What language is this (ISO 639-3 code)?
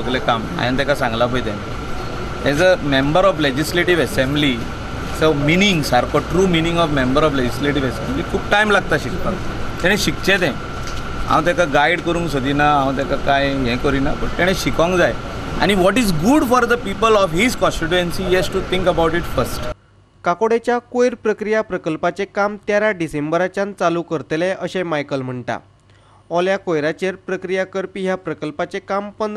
kok